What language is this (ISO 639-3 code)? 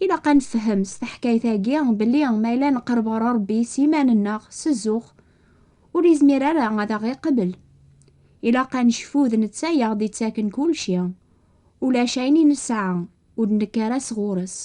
kab